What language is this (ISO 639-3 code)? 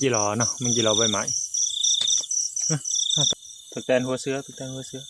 tts